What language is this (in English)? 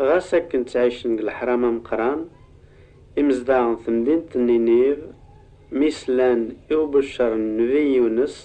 Kabyle